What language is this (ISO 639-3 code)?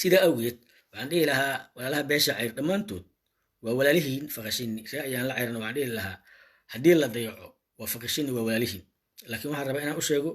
som